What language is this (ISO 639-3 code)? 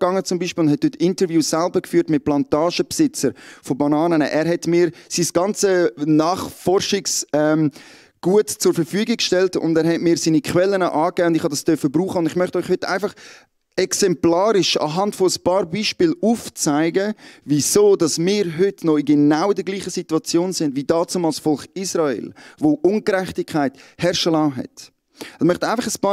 gsw